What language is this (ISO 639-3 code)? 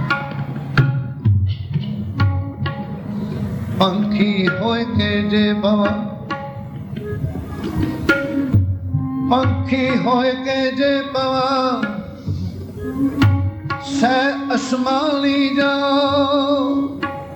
pan